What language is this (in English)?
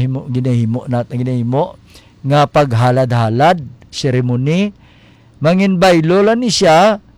Hiligaynon